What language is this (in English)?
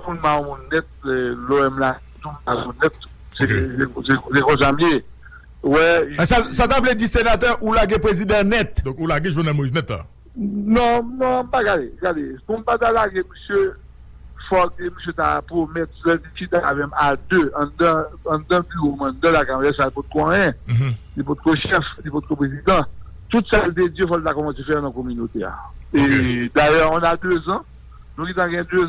Haitian Creole